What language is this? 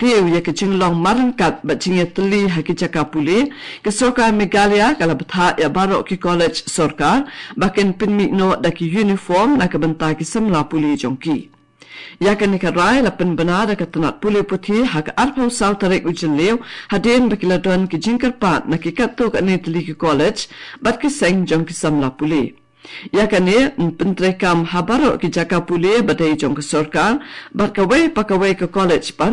Khasi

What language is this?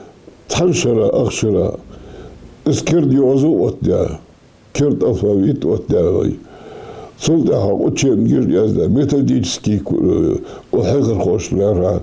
Ingush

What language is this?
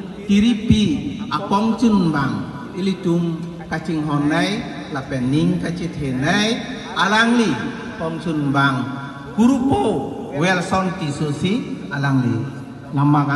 Karbi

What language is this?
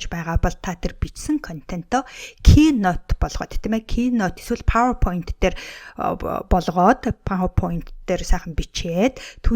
Mongolian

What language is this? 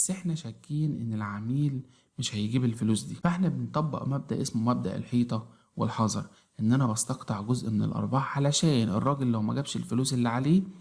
Egyptian Arabic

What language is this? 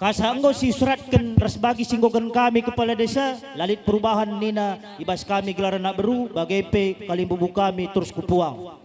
Batak Karo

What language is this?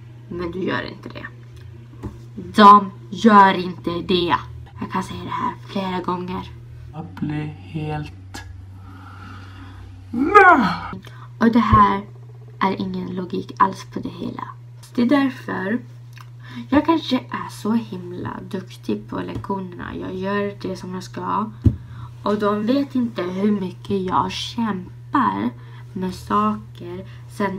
Swedish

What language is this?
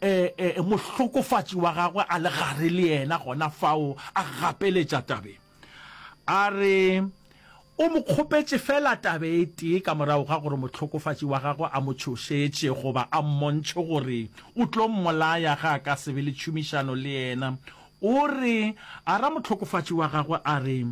Northern Sotho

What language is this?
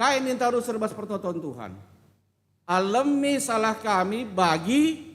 Batak Karo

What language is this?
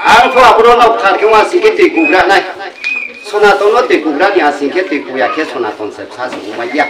Riang (India)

